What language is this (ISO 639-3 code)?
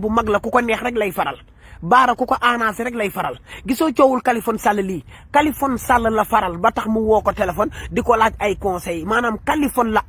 wol